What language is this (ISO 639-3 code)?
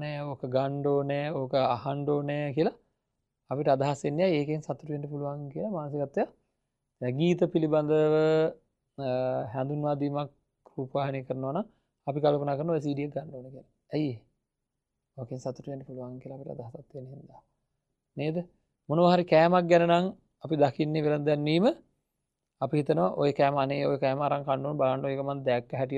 sin